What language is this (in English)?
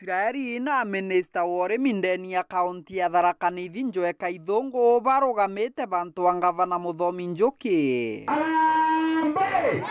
Meru